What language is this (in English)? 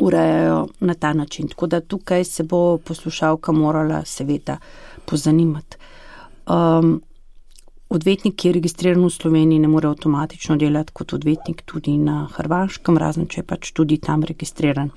Slovenian